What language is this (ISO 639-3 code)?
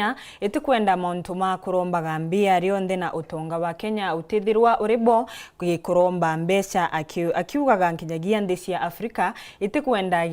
mer